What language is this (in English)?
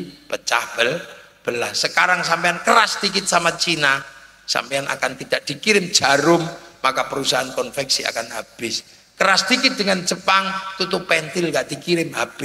Indonesian